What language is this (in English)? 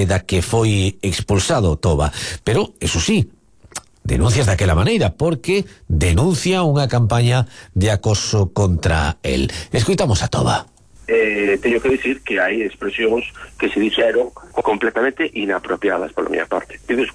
Galician